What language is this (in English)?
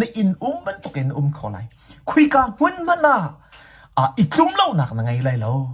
Hakha Chin